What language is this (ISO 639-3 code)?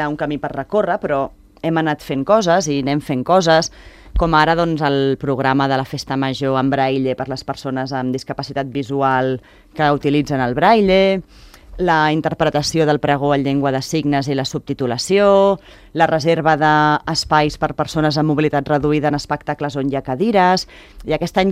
cat